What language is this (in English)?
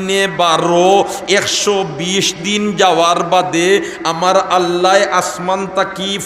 Sylheti